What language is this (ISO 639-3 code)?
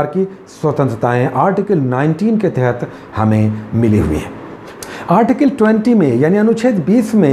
hin